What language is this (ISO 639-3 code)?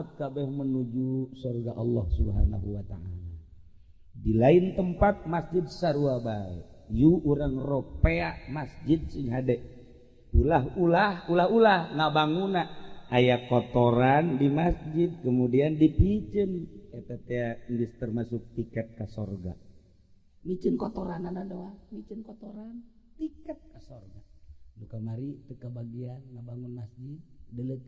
sun